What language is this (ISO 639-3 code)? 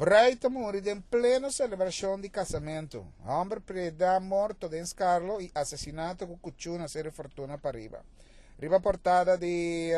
pap